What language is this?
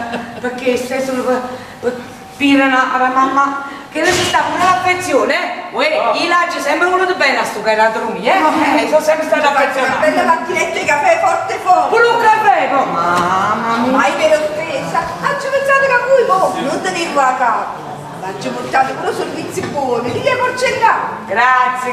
Neapolitan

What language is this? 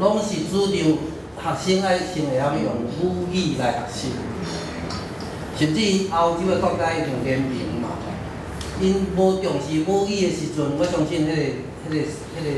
Min Nan Chinese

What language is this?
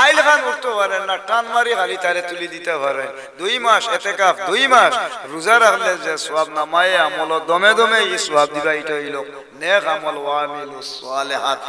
Sylheti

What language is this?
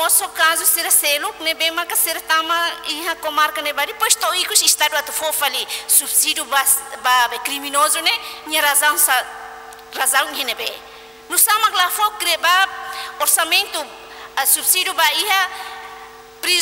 Tetum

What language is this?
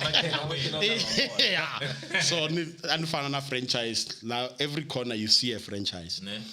Tsonga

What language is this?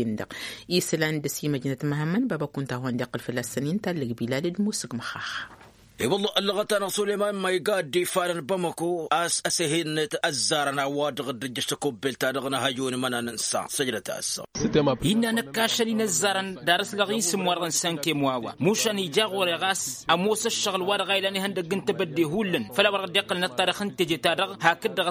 Tamasheq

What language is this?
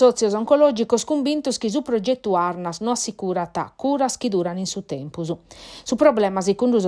Sardinian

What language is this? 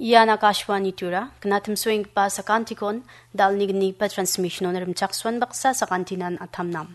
Garo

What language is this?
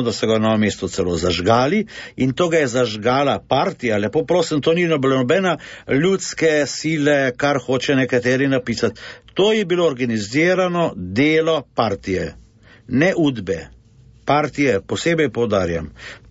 Slovenian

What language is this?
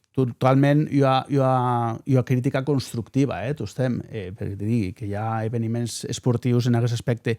Occitan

